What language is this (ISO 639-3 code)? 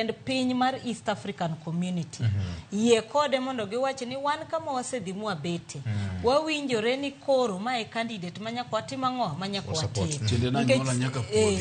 luo